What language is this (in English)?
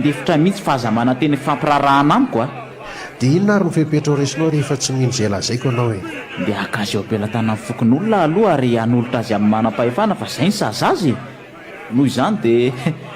Malagasy